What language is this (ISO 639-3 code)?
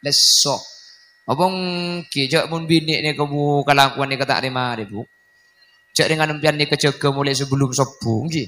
mad